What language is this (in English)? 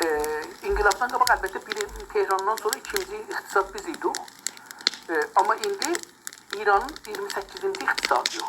South Azerbaijani